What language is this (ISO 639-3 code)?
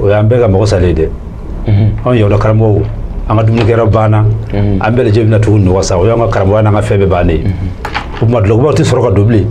bam